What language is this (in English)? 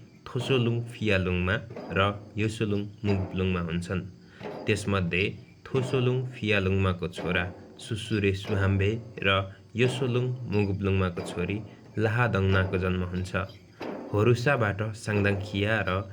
Nepali